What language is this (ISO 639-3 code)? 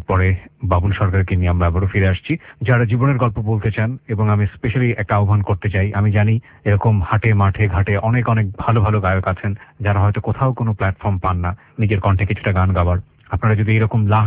ben